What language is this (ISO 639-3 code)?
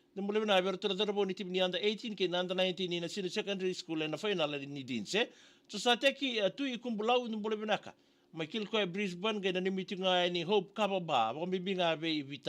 fij